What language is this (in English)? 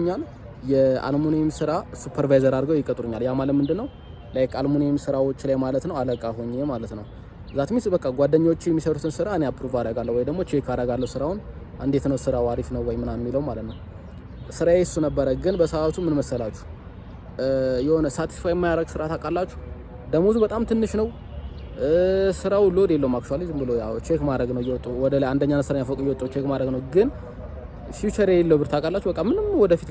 Amharic